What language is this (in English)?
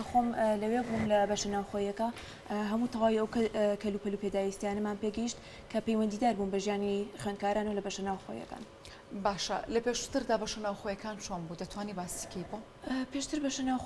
Central Kurdish